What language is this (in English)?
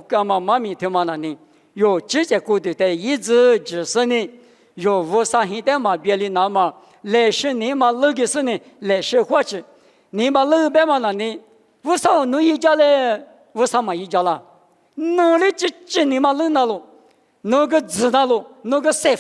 Lisu